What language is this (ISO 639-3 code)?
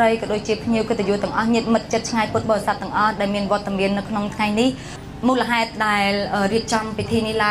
khm